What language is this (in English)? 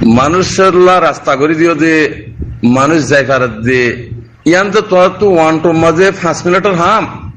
Rohingya